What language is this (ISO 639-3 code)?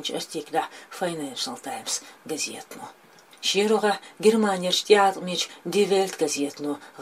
che